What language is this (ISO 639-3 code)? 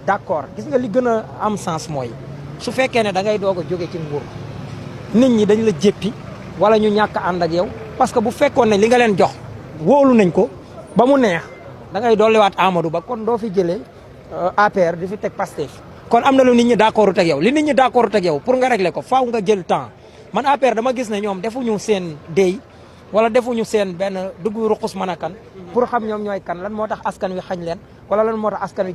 wol